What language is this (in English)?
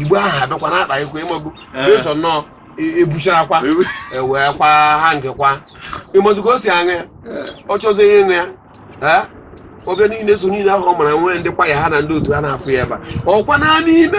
Igbo